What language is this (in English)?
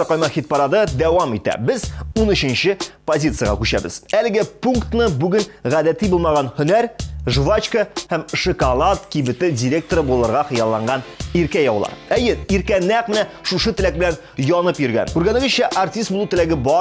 Tatar